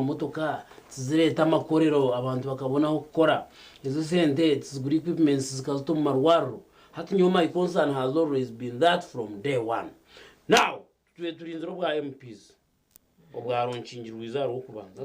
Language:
Nyankole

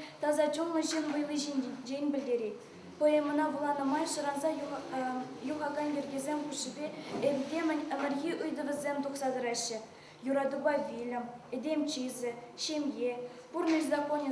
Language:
Chuvash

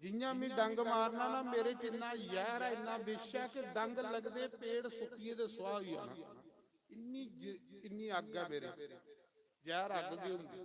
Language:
Dogri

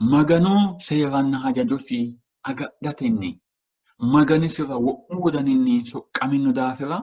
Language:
Sidamo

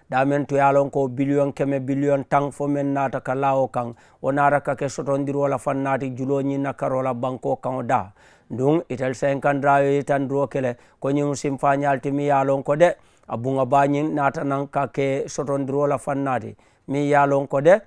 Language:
Mandingo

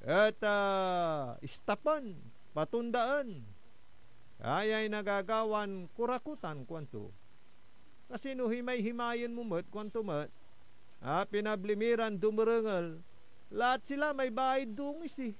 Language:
Pangasinan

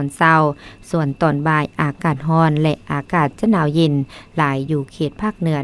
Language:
Lao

